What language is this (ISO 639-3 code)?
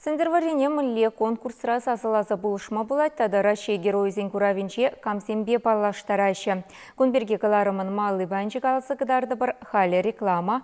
chv